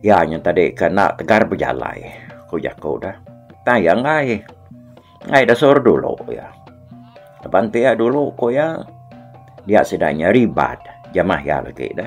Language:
Iban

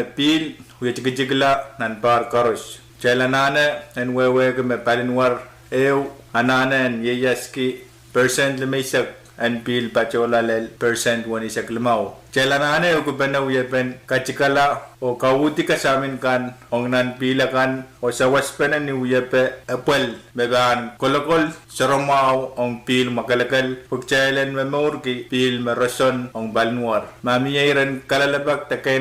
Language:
Pohnpeian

